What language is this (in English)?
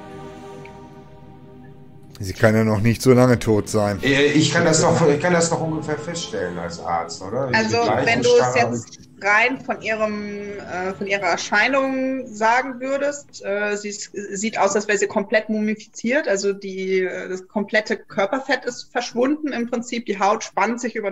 German